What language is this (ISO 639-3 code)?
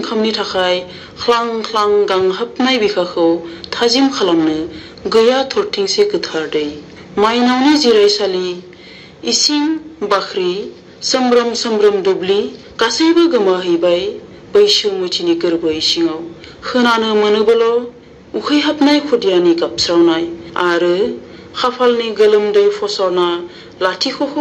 brx